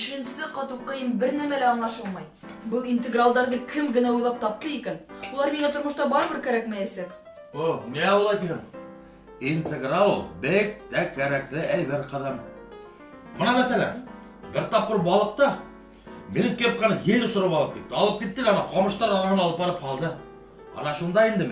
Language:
Bashkir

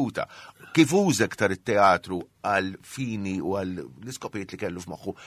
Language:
Maltese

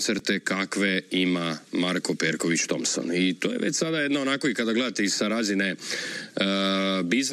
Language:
Croatian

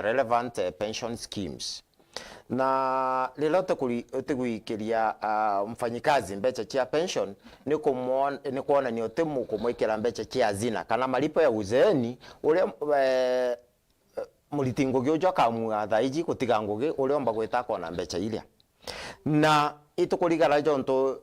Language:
Meru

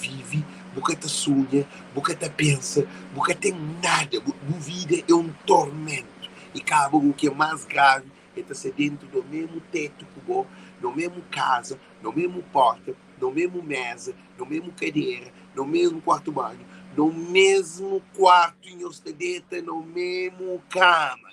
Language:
Kabuverdianu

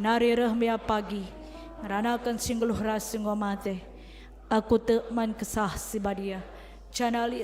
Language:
Batak Karo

